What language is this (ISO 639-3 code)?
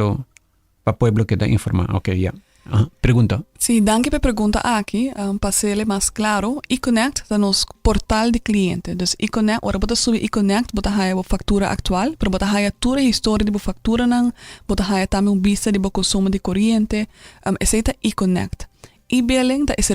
pap